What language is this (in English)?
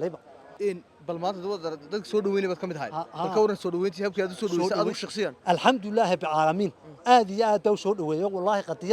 Somali